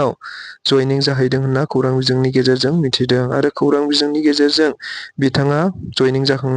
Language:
Bodo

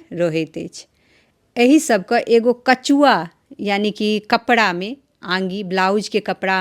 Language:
Maithili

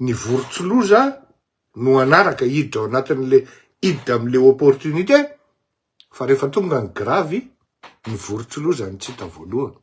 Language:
Malagasy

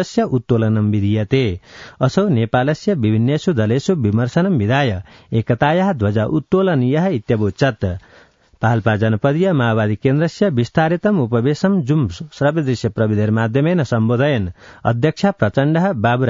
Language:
Sanskrit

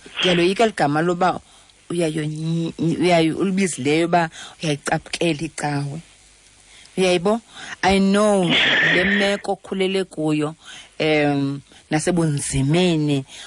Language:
Xhosa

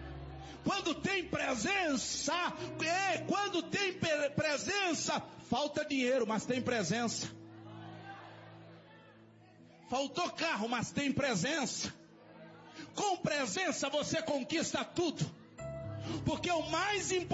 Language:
Portuguese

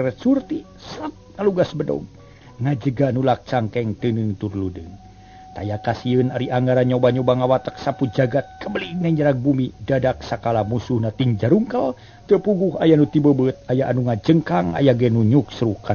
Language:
Sundanese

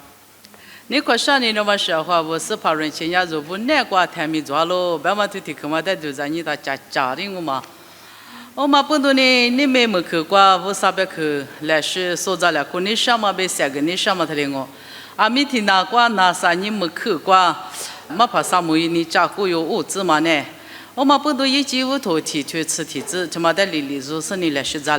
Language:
Lisu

